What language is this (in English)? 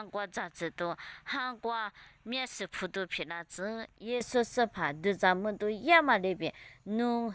Lisu